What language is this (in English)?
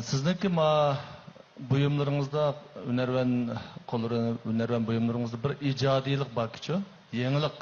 Uyghur